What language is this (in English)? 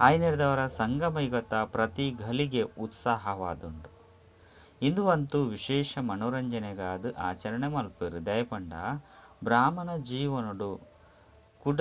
Tulu